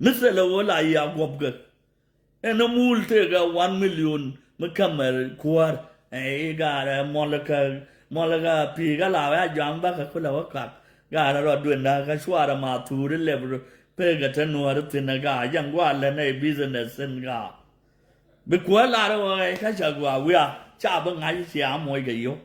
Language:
Nuer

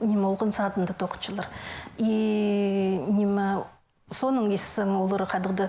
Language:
Khakas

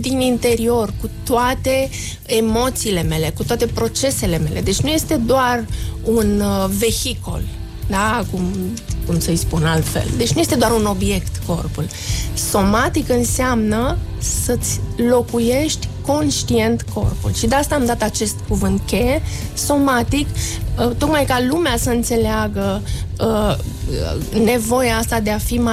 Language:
Romanian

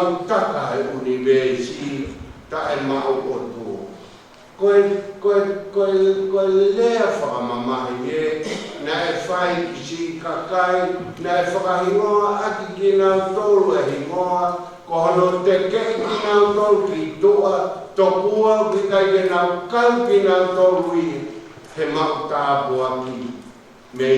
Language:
Tongan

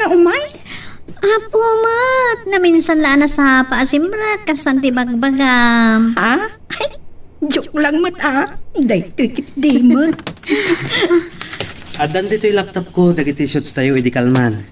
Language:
Iloko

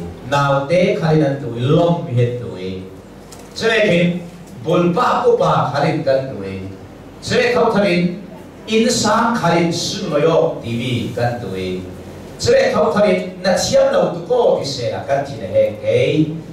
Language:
Hakha Chin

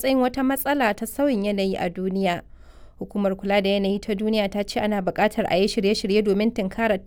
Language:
Hausa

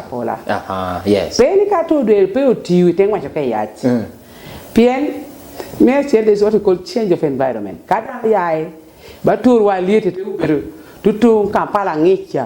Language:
Lango (Uganda)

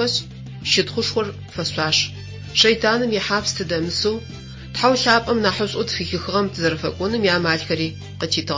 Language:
Adyghe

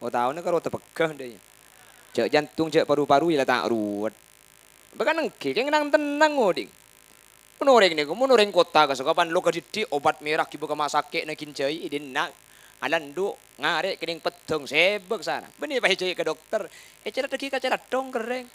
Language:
Madurese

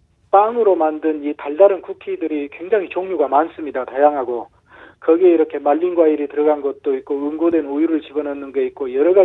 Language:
Korean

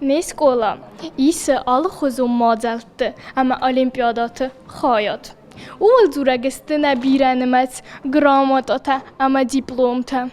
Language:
Ossetic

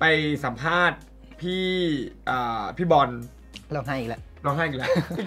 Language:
Thai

